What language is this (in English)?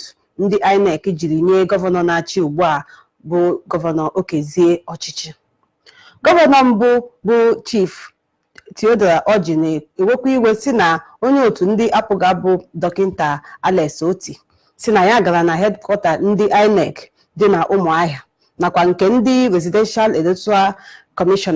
Igbo